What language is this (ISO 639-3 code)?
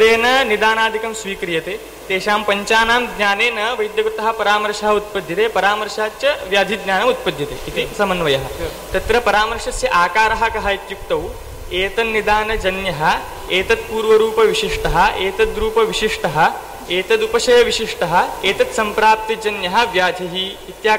san